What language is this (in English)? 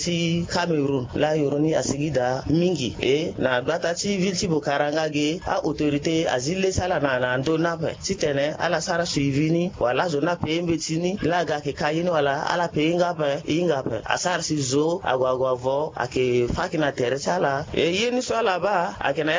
Sango